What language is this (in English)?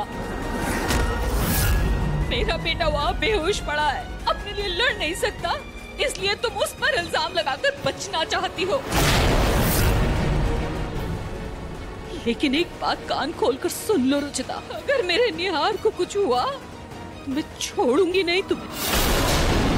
Hindi